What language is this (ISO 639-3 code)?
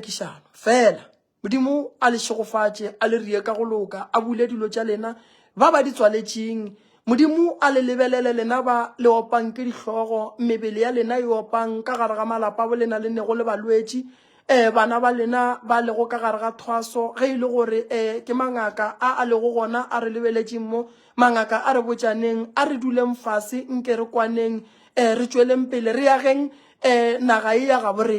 nso